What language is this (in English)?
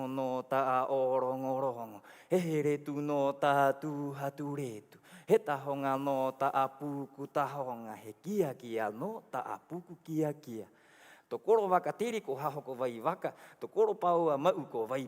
Rapanui